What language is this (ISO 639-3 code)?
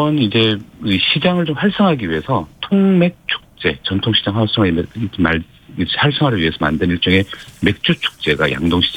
kor